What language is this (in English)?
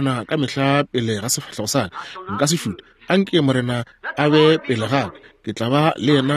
Northern Sotho